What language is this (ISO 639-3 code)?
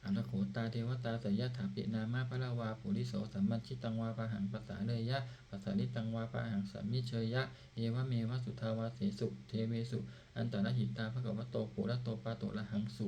pli